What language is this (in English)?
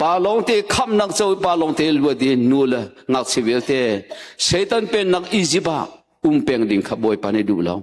Hakha Chin